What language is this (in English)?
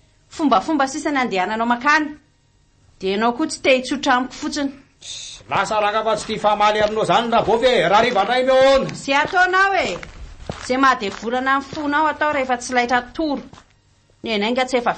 Malagasy